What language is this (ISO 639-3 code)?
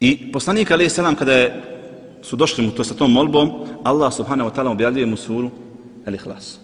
bos